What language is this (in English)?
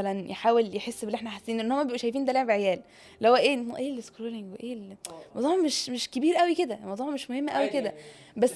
Egyptian Arabic